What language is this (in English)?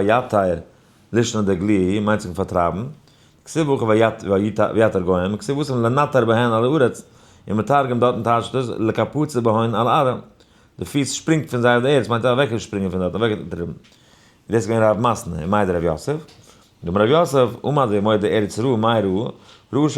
Yiddish